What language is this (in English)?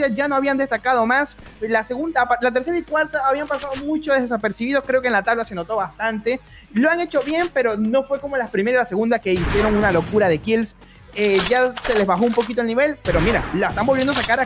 Spanish